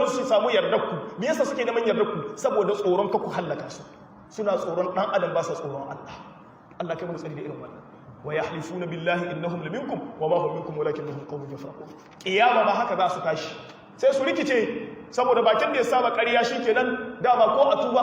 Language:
Hausa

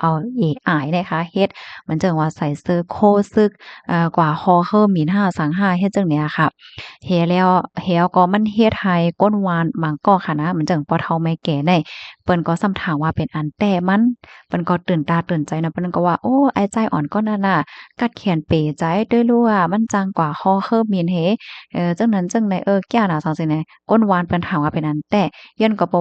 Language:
Shan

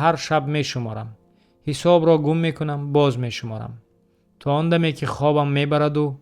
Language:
Tajik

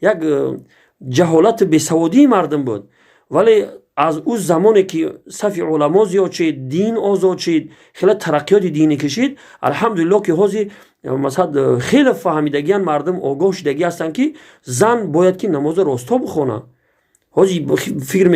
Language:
Tajik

